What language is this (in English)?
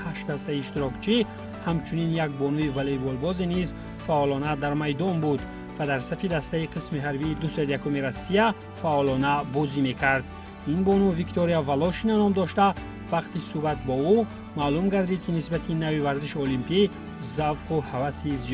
Tajik